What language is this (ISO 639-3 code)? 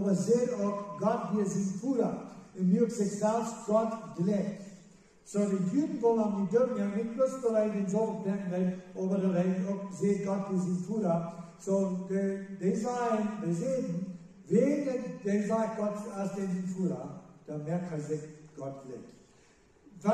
pdt